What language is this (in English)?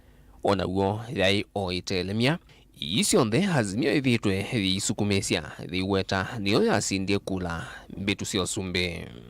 Kamba